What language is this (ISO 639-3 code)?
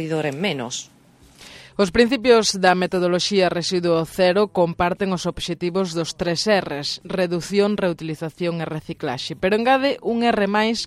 glg